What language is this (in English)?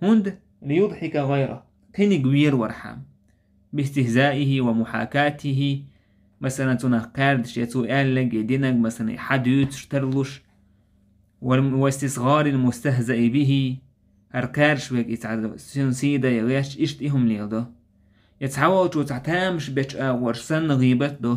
Chechen